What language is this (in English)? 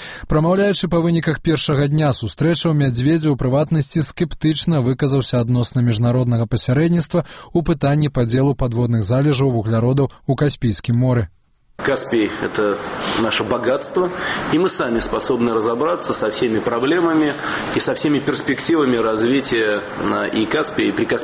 Belarusian